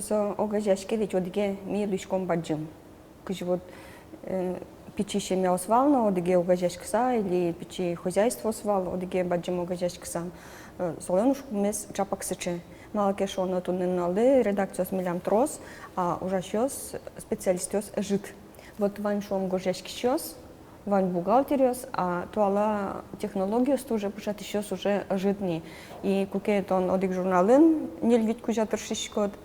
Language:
Udmurt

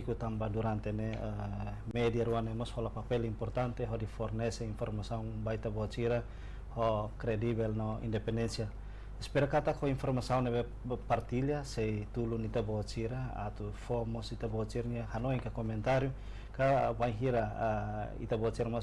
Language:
Tetum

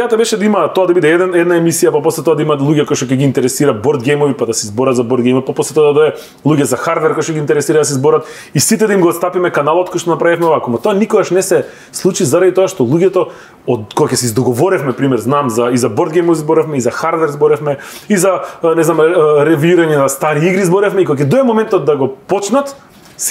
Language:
Macedonian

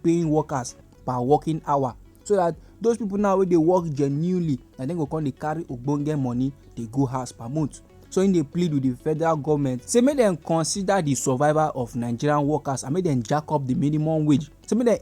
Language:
Nigerian Pidgin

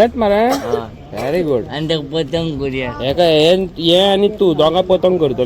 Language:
Konkani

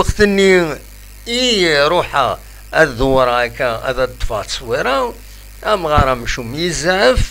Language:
Kabyle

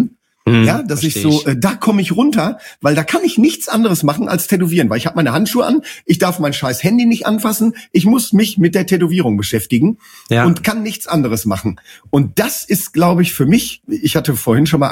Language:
German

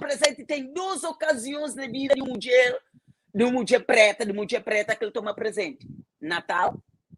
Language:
Kabuverdianu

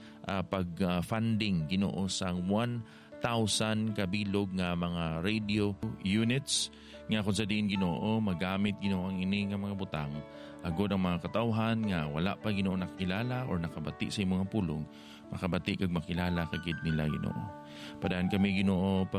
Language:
Hiligaynon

